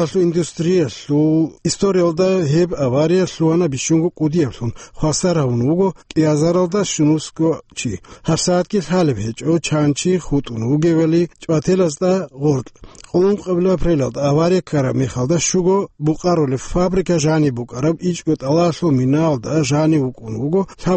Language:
Avaric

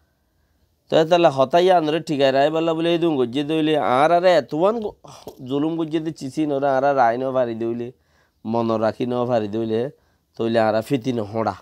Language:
Rohingya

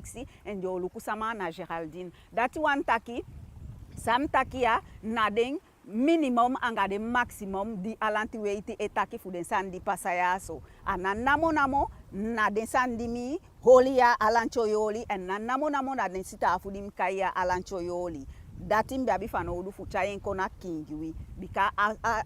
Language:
Eastern Maroon Creole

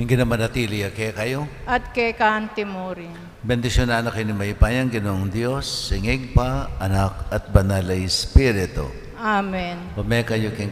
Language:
Pampanga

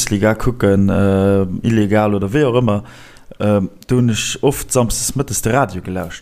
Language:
Luxembourgish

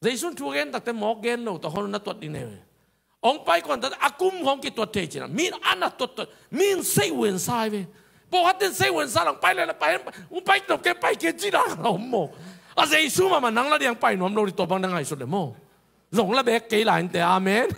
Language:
Tedim Chin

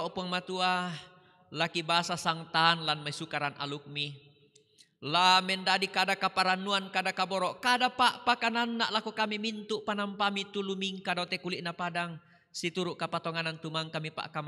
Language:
Toraja-Sa'dan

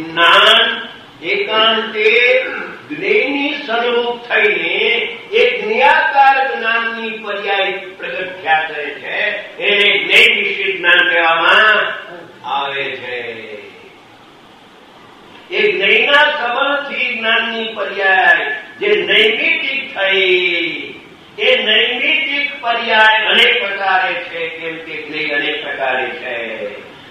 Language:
Gujarati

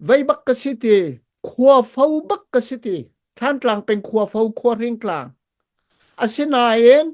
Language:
Hakha Chin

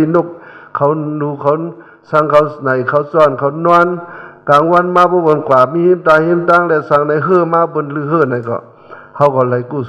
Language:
Shan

